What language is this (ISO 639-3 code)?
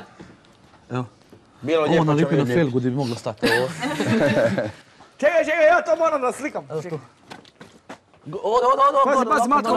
hrv